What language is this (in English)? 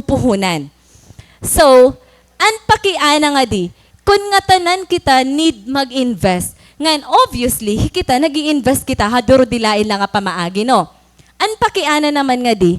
Waray